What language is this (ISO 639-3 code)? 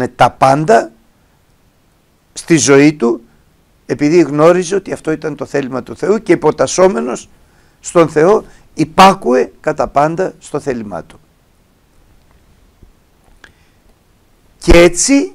ell